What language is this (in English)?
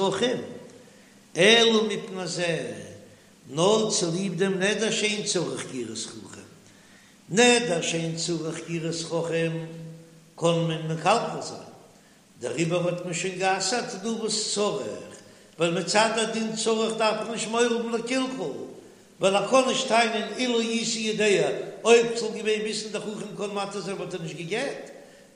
Yiddish